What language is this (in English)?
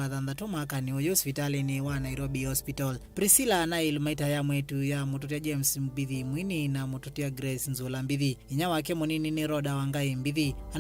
Kamba